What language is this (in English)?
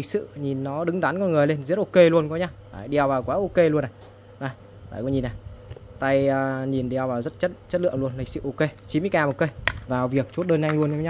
Vietnamese